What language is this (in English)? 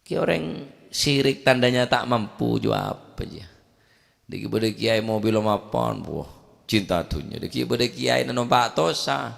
Madurese